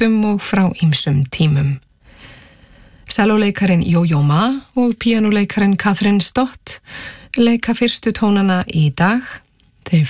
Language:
Icelandic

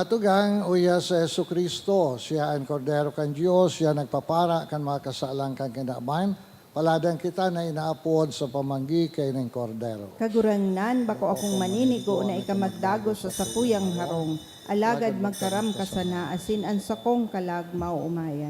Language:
Bikol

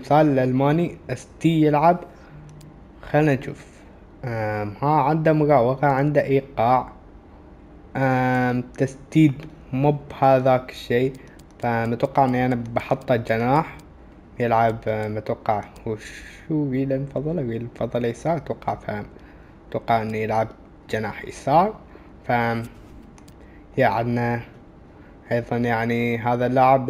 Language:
Arabic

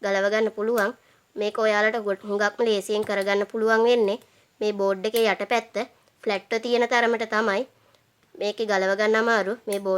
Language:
Sinhala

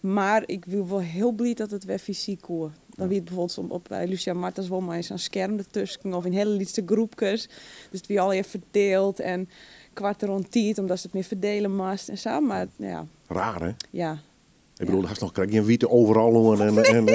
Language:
Western Frisian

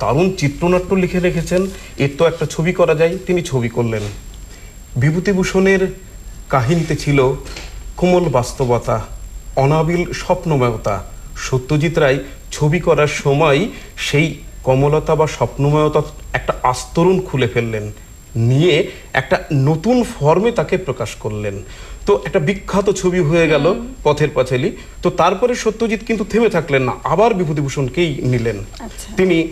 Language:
Bangla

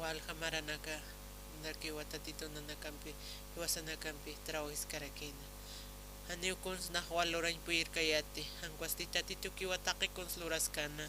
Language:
Aymara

